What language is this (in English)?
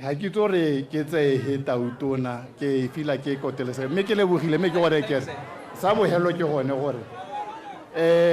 Tswana